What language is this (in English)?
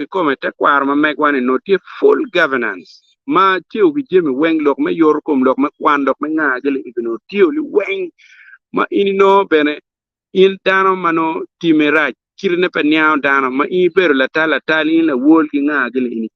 Acoli